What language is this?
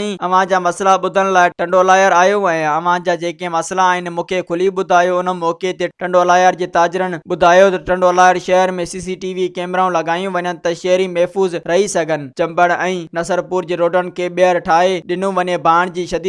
Sindhi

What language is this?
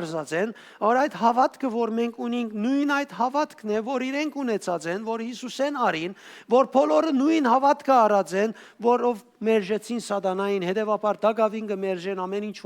Western Armenian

